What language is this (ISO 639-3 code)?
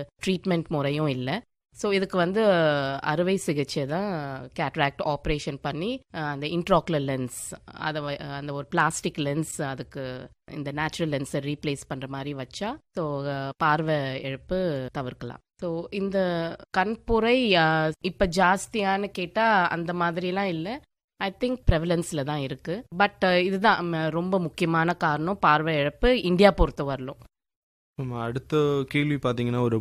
tam